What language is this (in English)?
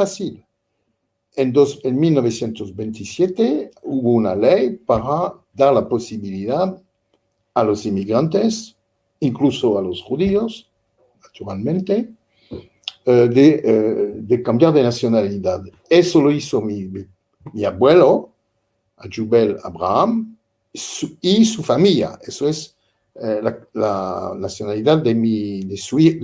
Ladino